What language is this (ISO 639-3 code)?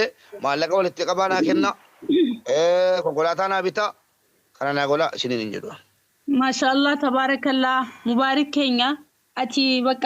orm